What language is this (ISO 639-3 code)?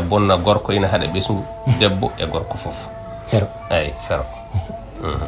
ful